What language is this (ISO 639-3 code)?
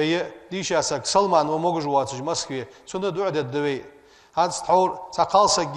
inh